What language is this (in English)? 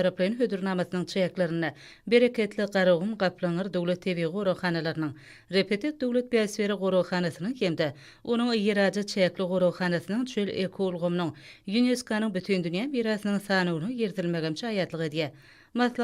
Turkmen